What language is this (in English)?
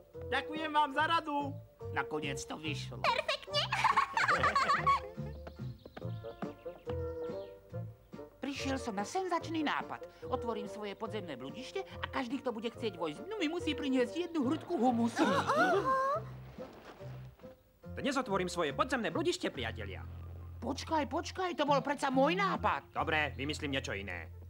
Slovak